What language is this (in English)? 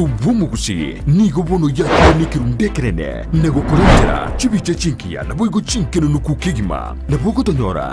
Gusii